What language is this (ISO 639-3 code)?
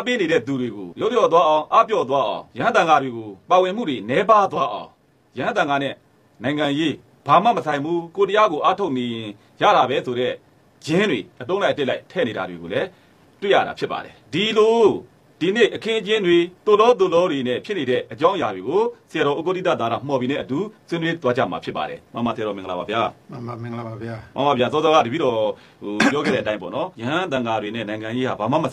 mya